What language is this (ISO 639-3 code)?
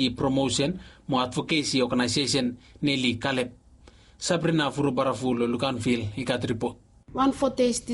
bis